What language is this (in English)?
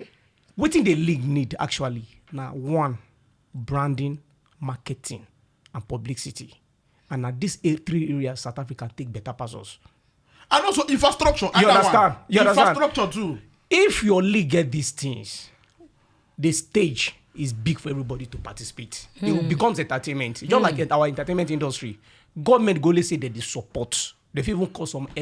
Nigerian Pidgin